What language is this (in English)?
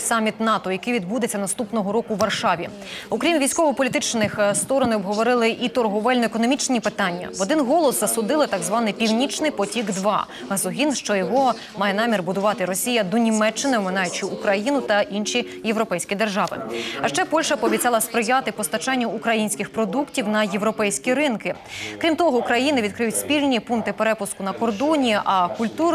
Ukrainian